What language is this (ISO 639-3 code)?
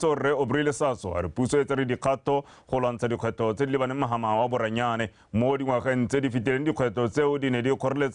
tsn